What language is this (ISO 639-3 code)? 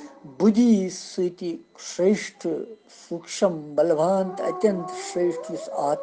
kas